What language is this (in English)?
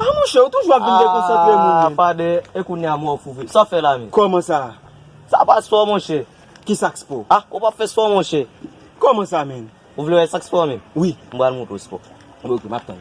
Haitian Creole